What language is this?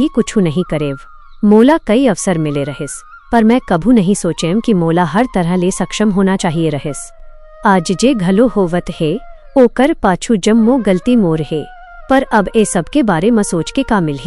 Chhattisgarhi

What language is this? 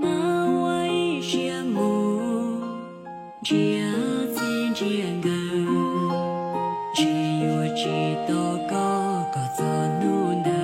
Hmong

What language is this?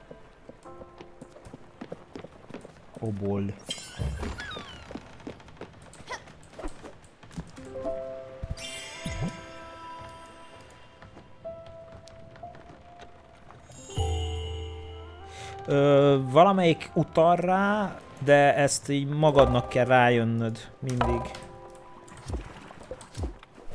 Hungarian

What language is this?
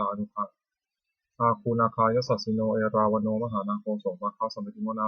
Pali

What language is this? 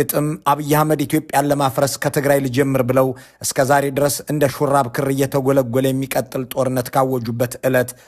Amharic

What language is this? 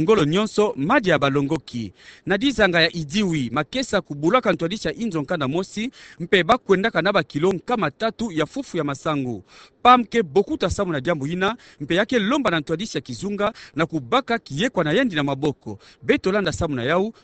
Kituba (Democratic Republic of Congo)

